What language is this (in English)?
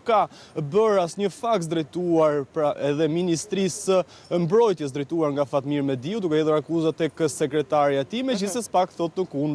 Albanian